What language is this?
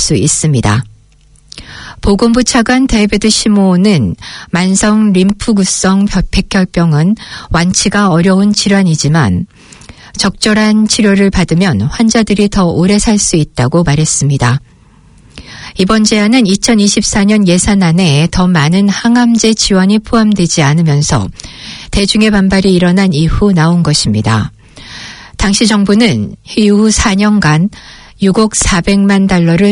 Korean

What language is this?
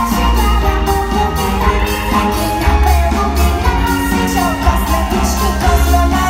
Slovak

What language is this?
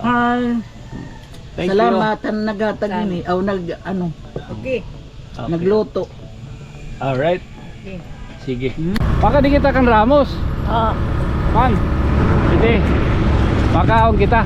Waray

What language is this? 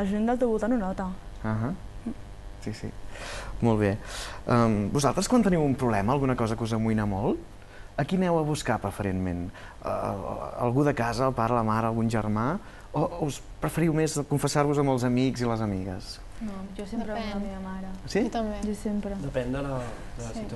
Catalan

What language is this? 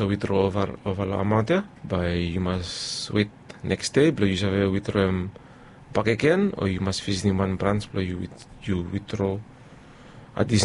Bislama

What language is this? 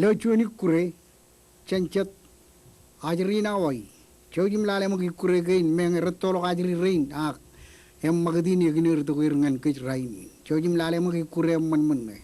Marshallese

